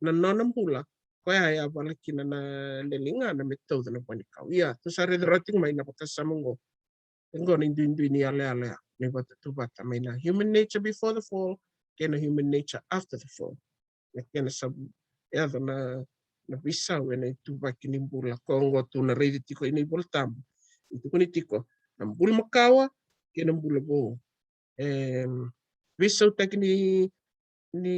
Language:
Fijian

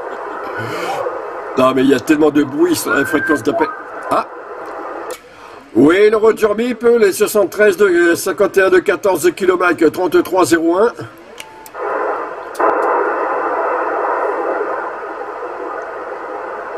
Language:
French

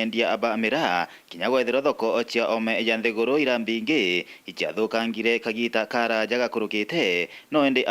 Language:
Meru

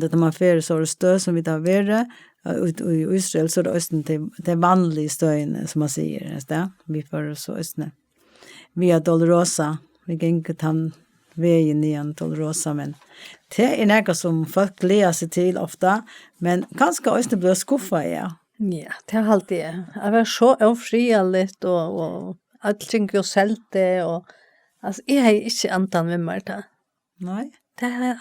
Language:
Faroese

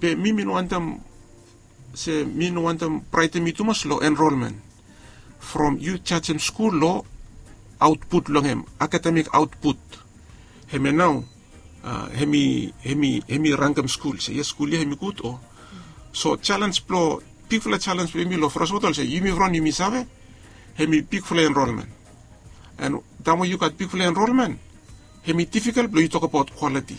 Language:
Bislama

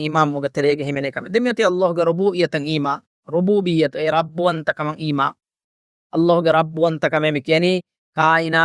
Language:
Divehi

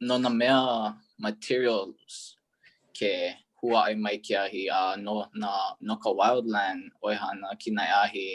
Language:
Hawaiian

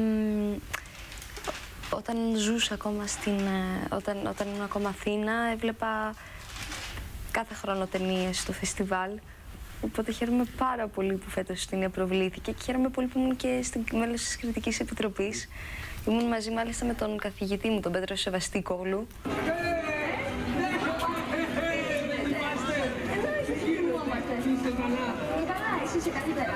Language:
Greek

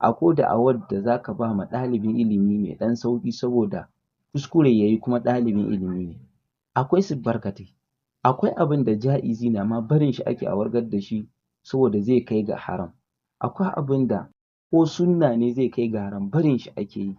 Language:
Hausa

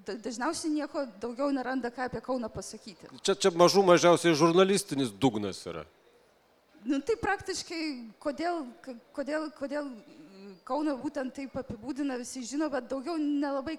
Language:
Lithuanian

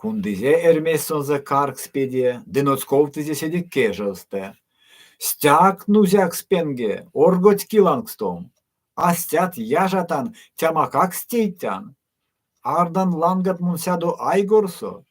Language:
Erzya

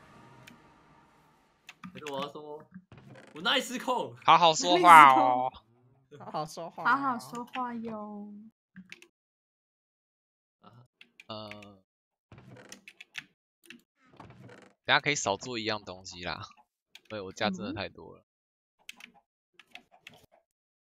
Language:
Chinese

